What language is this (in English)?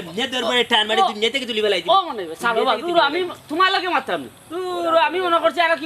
Sylheti